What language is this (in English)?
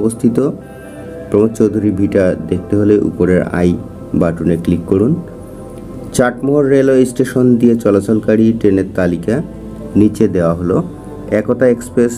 Bangla